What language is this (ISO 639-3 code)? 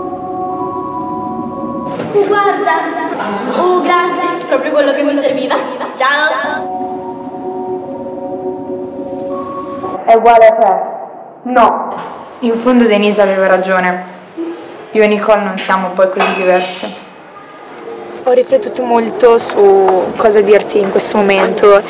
ita